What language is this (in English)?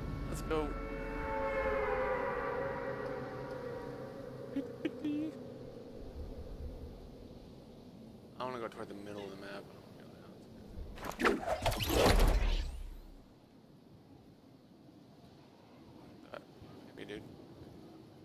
English